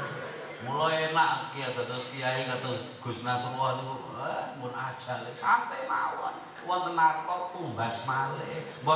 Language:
Javanese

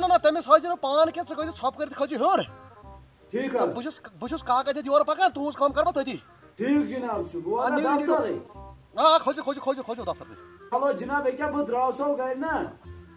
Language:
Kashmiri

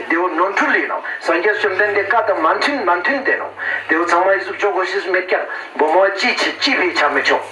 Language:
Ladakhi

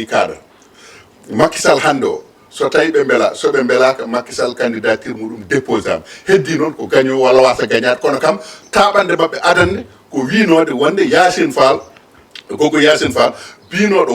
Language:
Fula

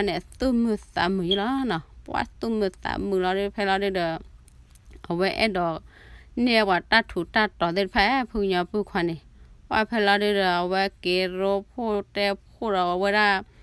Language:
S'gaw Karen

